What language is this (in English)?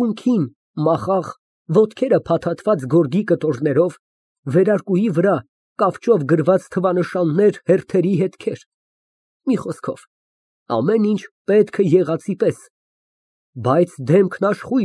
Armenian